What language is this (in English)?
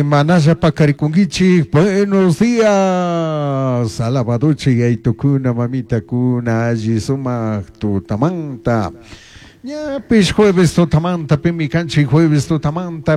Chimborazo Highland Quichua